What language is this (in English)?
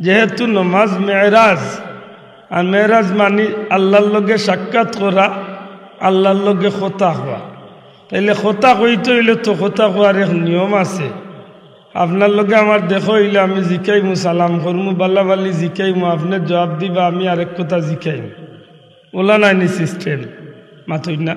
Sylheti